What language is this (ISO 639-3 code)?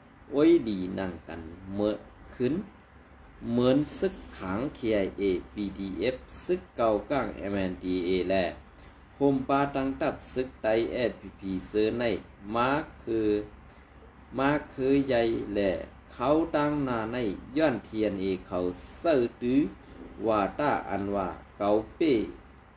shn